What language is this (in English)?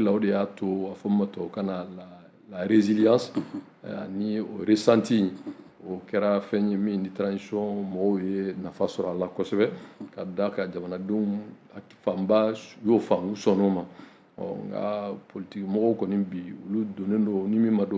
Bambara